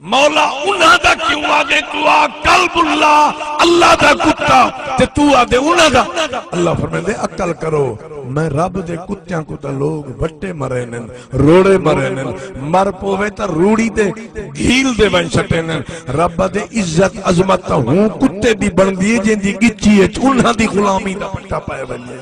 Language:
Saraiki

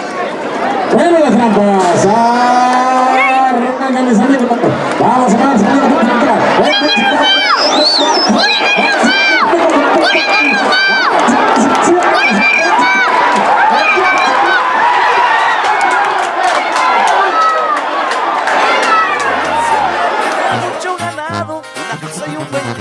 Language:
Spanish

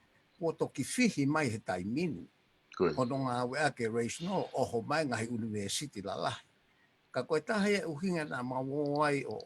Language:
Tongan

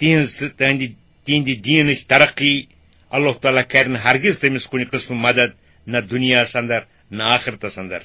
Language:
Kashmiri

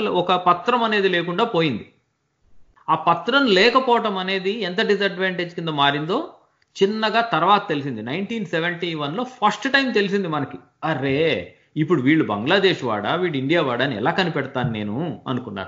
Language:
Telugu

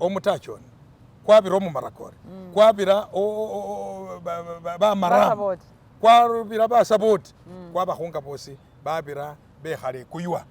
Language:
Masaaba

